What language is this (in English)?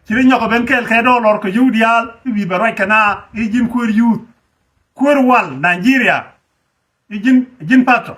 Nuer